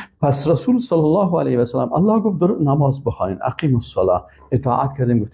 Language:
Persian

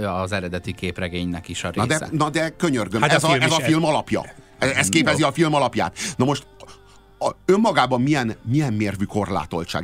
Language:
Hungarian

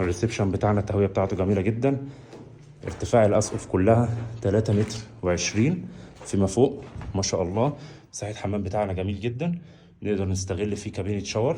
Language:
Egyptian Arabic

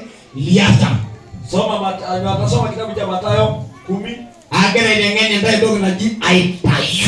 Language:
Masai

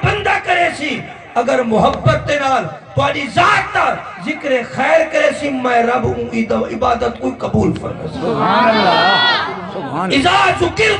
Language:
Saraiki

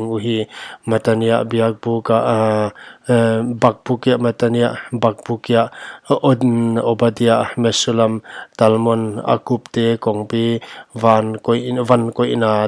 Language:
Paite Chin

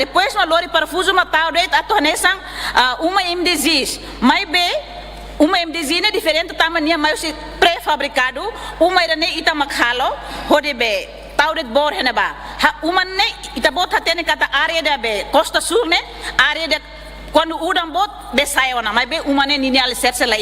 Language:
Tetum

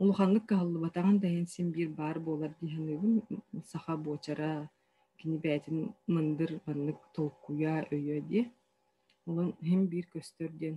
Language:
Yakut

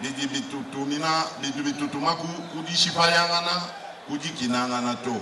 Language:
Luba-Lulua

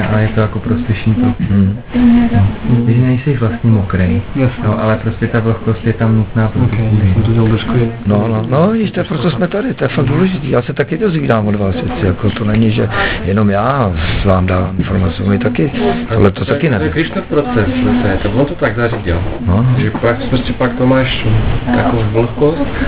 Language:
Czech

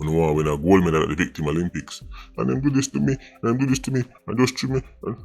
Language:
Jamaican Creole English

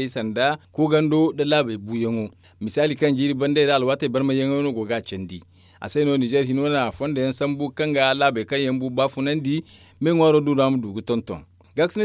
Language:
Zarma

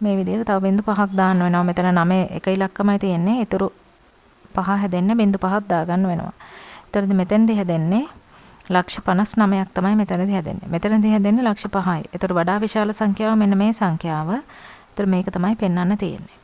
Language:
Sinhala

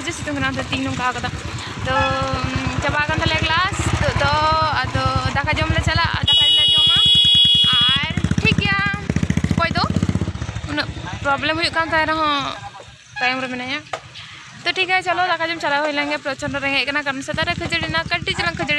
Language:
Santali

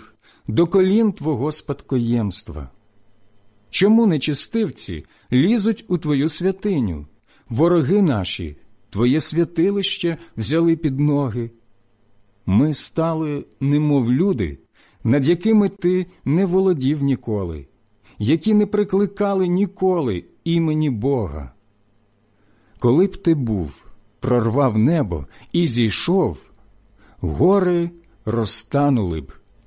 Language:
Ukrainian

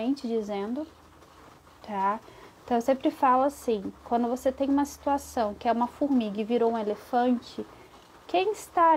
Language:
Portuguese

